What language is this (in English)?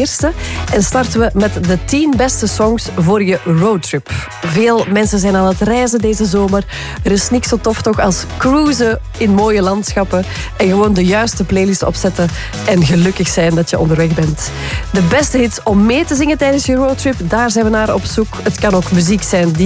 Dutch